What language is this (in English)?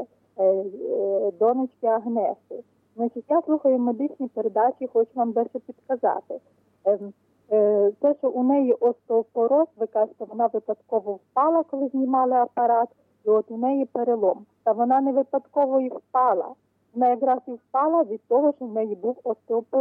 Ukrainian